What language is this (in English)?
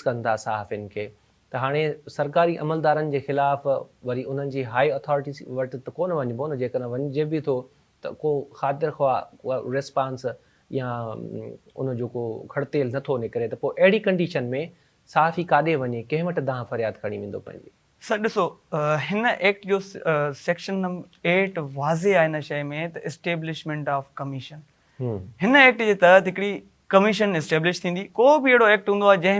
Sindhi